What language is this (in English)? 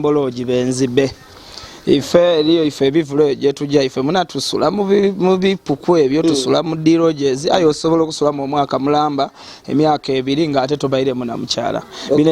Ganda